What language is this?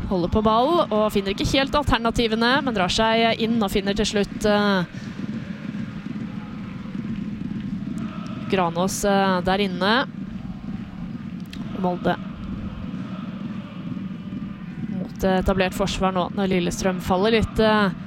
Norwegian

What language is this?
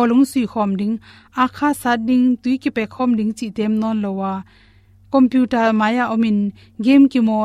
Tedim Chin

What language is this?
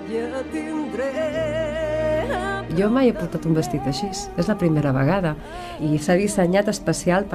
Catalan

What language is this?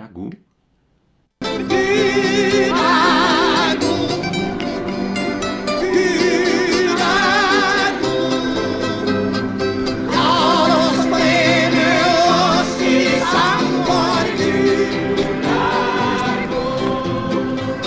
Norwegian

